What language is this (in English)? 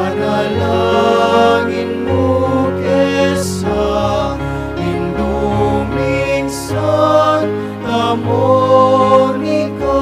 Pampanga